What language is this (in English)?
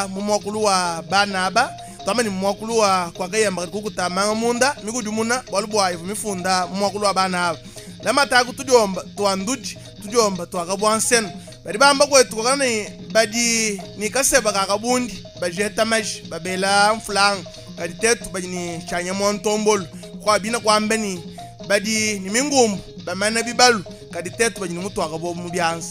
Luba-Lulua